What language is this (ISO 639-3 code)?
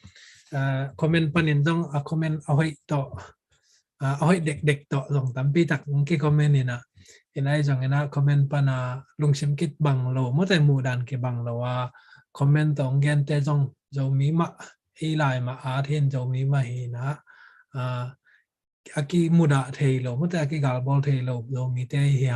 ctd